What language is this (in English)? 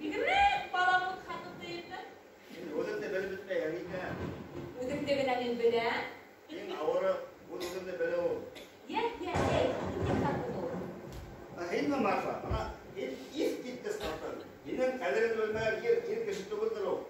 Bashkir